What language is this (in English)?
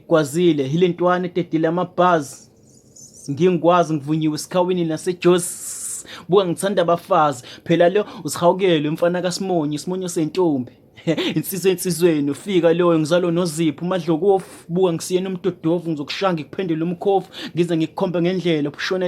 Zulu